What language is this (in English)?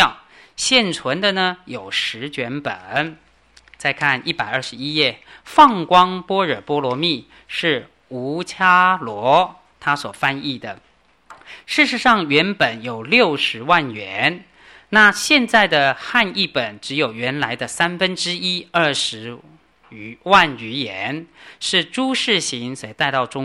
Chinese